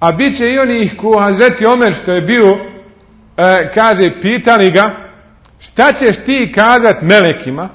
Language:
Bosnian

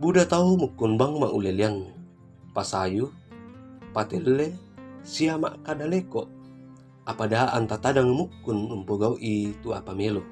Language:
Toraja-Sa'dan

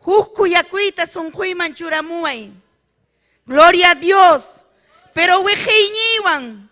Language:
Ayacucho Quechua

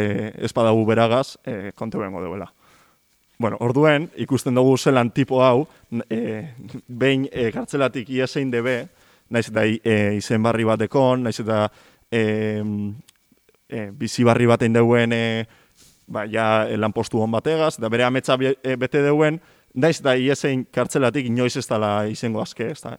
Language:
Basque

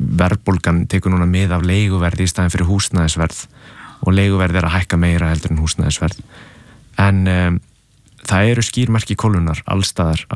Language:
Icelandic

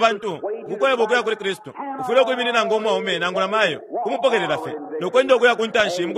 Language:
Bemba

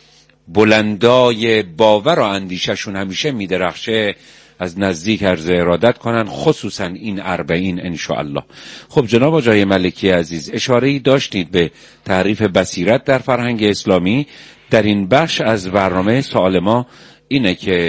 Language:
Persian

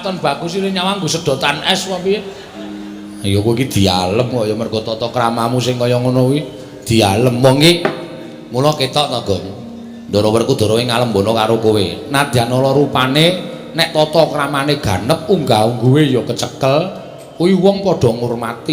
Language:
Javanese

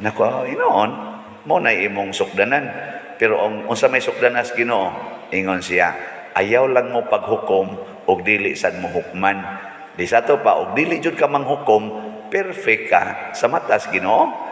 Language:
Cebuano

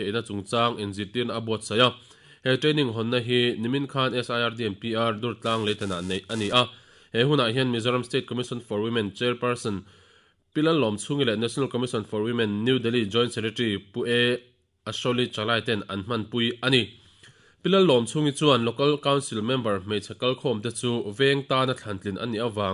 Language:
Mizo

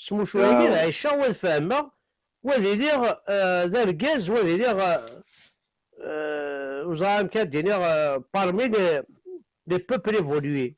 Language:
Kabyle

